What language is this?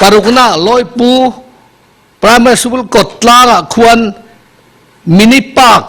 Mizo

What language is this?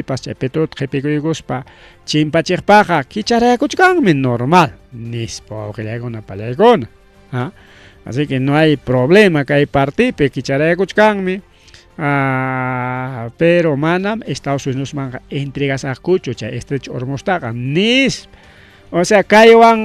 Ayacucho Quechua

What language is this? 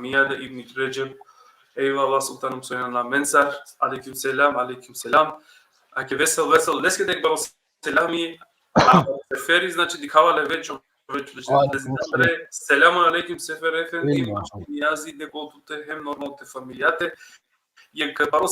Balkan Romani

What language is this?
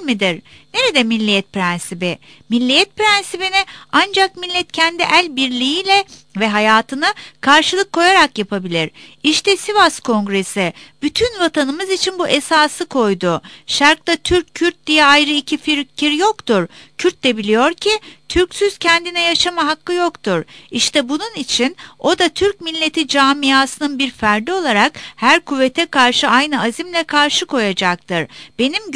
Turkish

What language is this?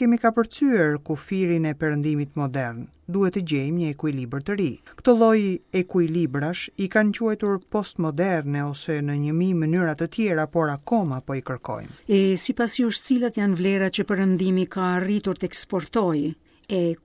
Albanian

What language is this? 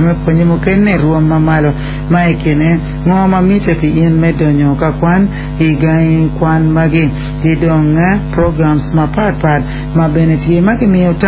Acoli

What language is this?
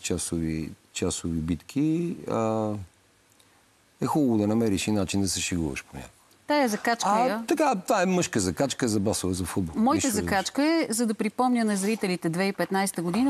Bulgarian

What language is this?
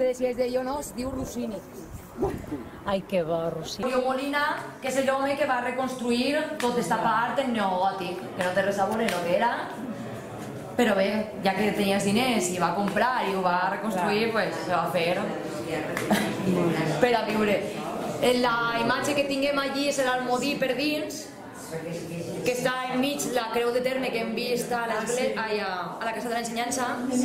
Catalan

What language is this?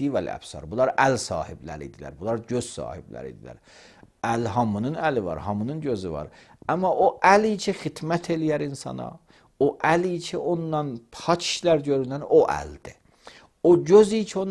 Azerbaijani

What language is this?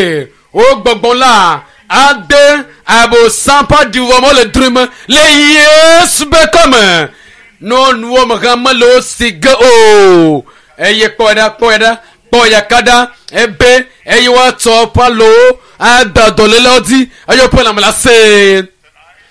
Ewe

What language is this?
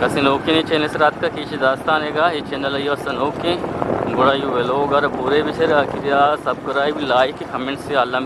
Eastern Balochi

